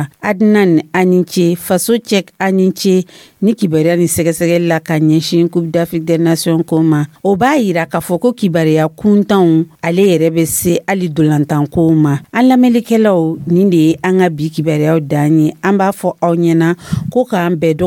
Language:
Dyula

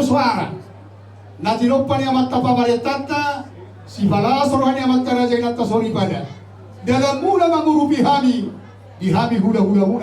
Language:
Batak Toba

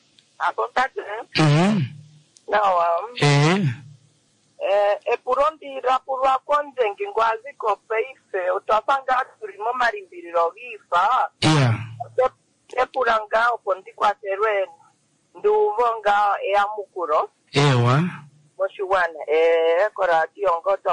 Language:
Kuanyama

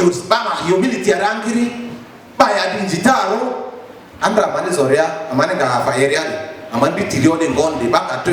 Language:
Lugbara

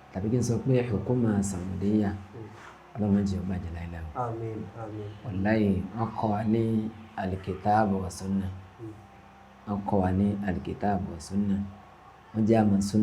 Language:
Yoruba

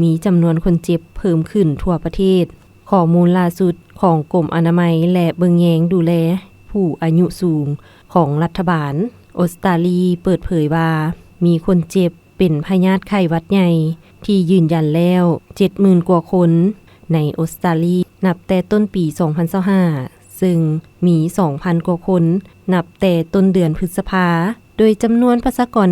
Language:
Lao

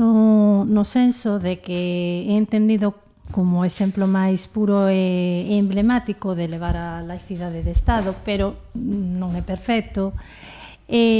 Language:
Galician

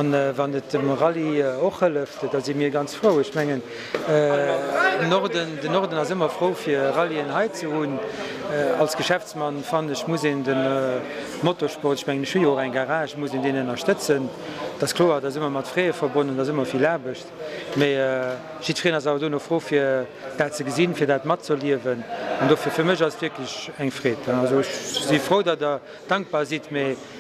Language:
Luxembourgish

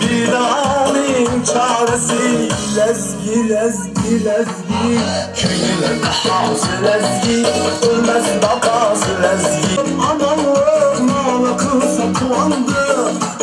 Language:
Kara-Kalpak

